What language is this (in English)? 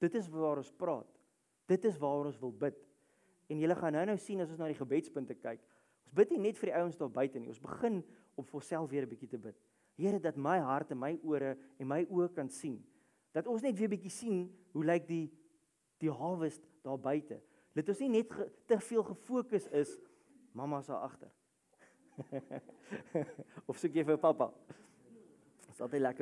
Afrikaans